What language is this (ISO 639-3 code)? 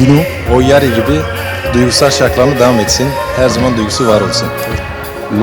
kur